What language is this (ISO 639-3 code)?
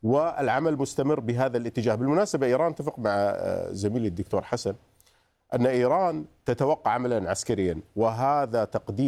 ara